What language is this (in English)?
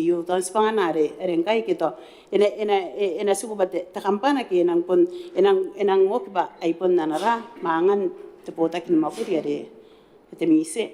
Gilbertese